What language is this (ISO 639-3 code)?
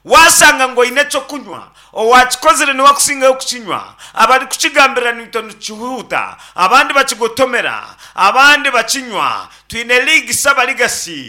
nyn